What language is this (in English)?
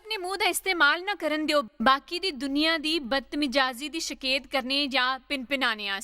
Dogri